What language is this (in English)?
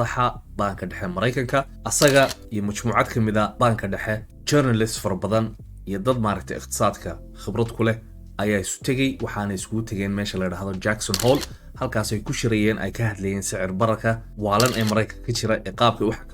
Somali